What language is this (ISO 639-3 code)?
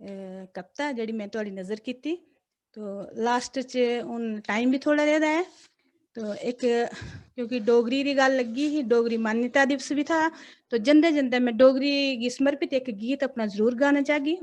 doi